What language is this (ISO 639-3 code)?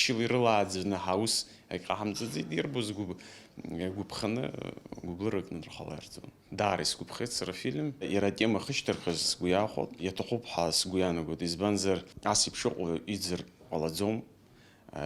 abk